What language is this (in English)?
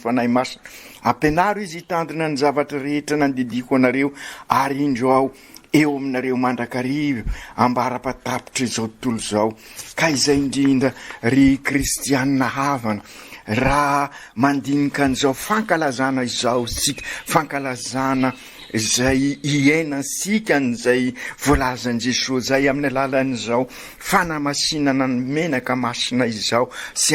Malagasy